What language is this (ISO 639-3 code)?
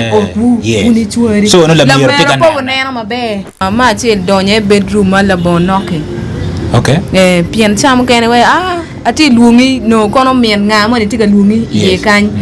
ach